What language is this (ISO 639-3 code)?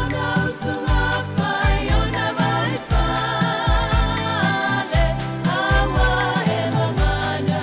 smo